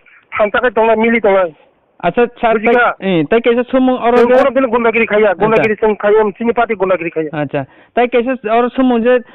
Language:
Kok Borok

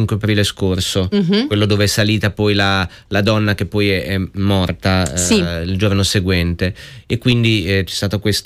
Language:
Italian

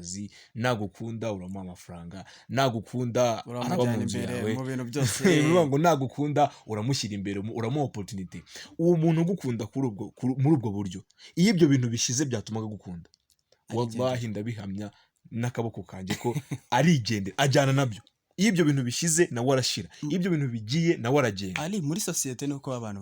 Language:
Kinyarwanda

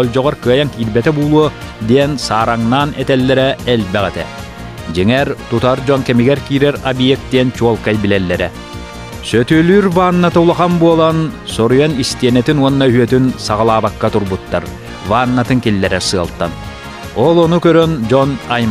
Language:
Yakut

